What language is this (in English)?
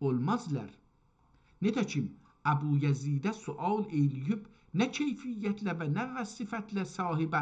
South Azerbaijani